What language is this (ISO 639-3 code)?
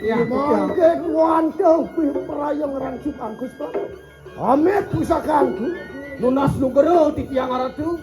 ban